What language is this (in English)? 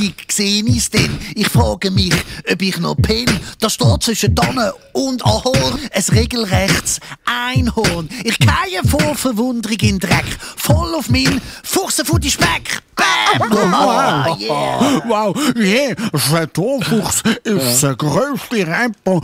Swiss German